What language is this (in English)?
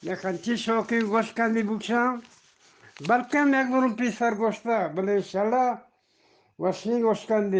Eastern Balochi